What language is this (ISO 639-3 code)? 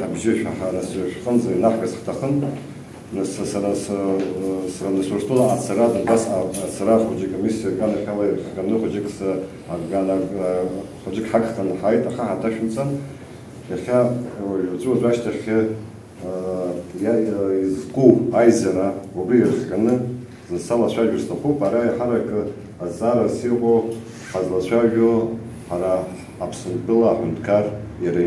abk